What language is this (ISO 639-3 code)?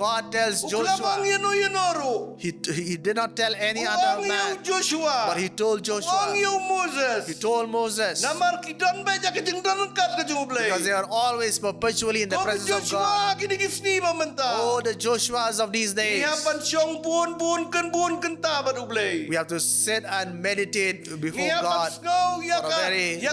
kha